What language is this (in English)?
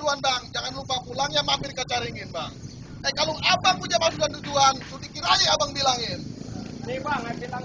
Betawi